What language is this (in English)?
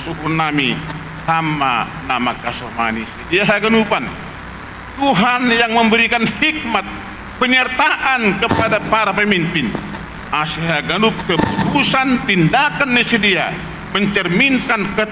Batak Simalungun